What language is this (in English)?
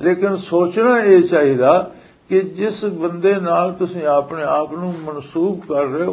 Western Panjabi